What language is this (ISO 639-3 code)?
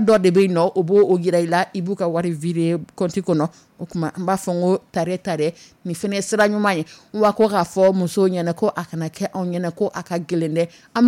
dyu